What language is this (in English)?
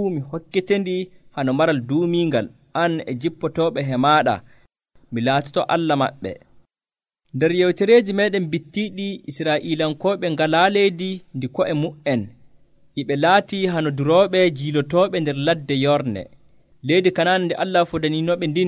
Nigerian Fulfulde